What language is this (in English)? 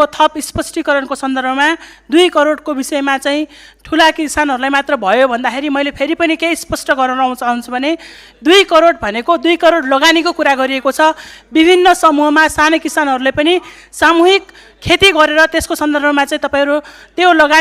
Nepali